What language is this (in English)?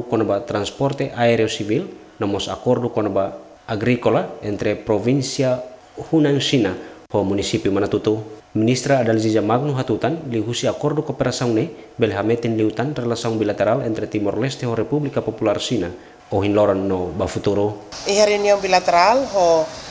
Tetum